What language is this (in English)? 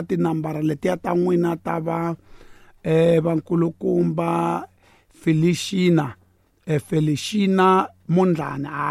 Tsonga